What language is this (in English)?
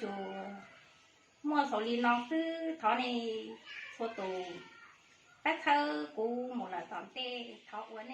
Hmong